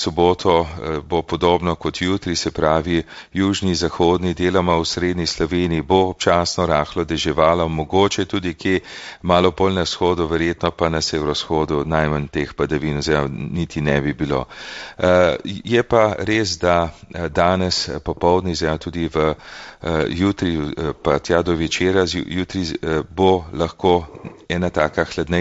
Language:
Slovenian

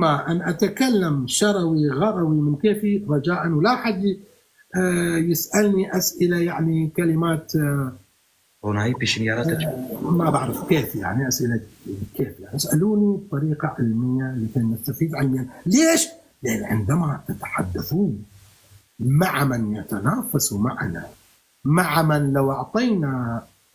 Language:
North Levantine Arabic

